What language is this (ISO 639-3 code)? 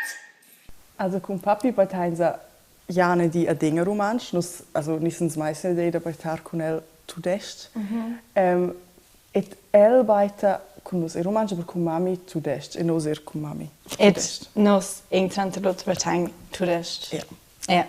roh